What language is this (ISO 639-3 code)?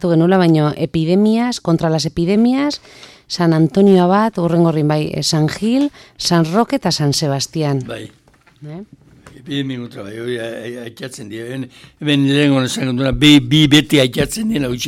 eus